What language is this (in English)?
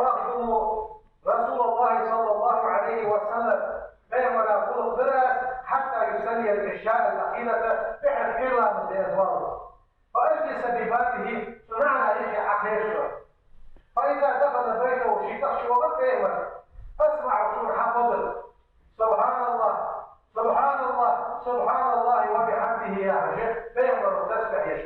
Ingush